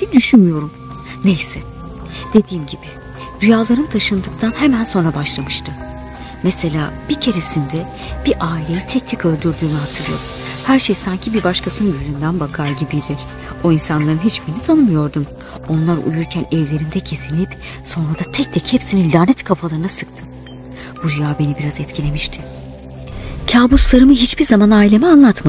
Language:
Turkish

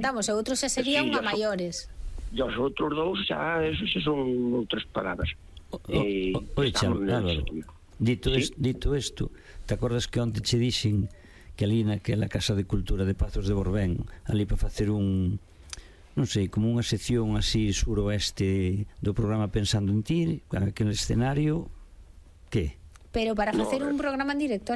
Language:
Galician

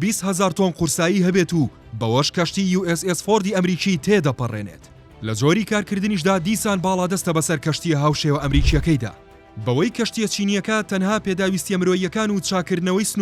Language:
Central Kurdish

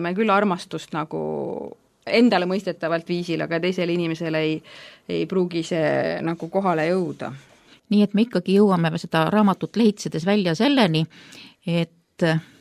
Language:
Estonian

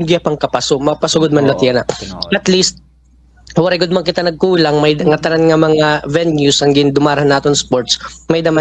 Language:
Waray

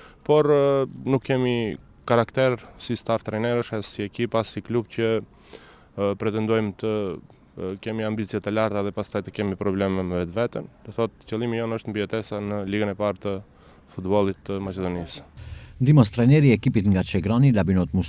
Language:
Albanian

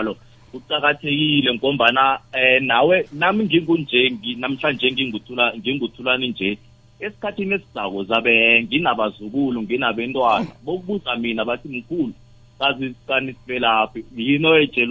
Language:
South Ndebele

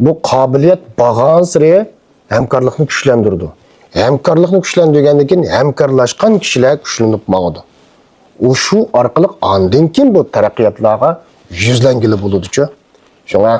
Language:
Uyghur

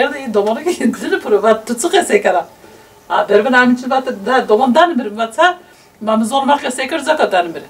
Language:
Zaza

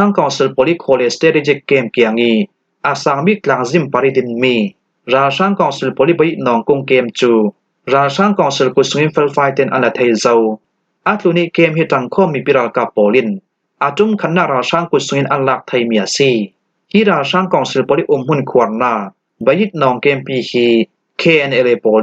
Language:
Falam Chin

